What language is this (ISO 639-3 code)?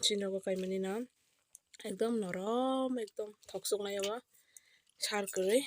trp